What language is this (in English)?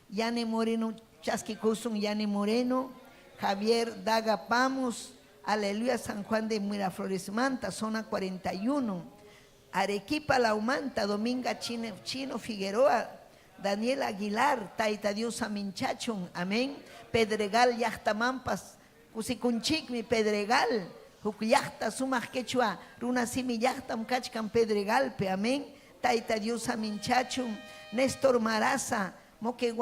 Ayacucho Quechua